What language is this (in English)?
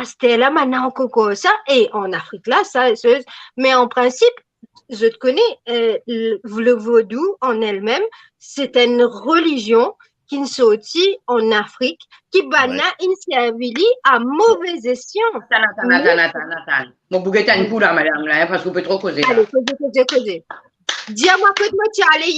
Morisyen